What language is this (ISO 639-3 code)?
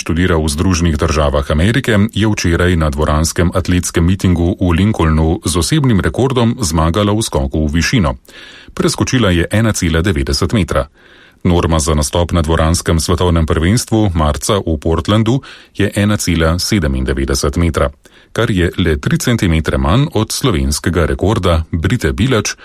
slv